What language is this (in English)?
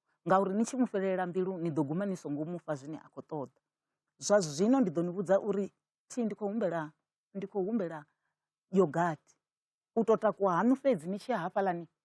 Venda